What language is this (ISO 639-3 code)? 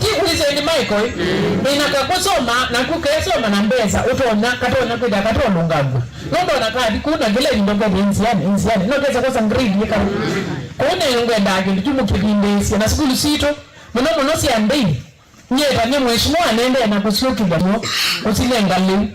kam